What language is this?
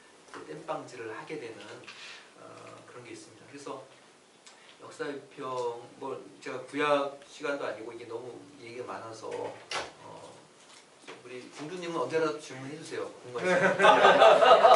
Korean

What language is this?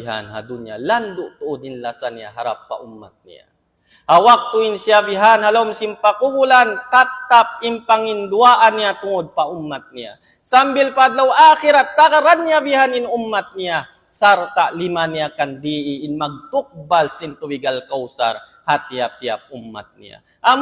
Tausug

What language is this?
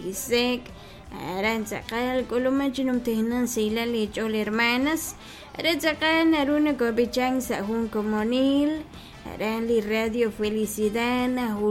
Kekchí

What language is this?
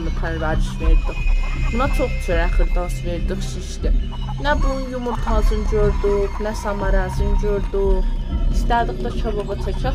South Azerbaijani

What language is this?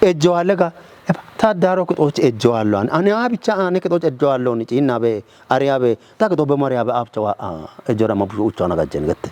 Kafa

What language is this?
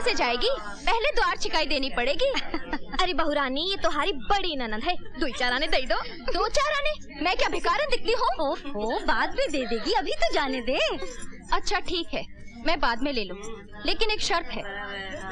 Hindi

